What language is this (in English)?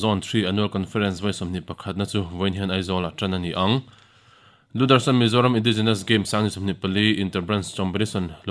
Mizo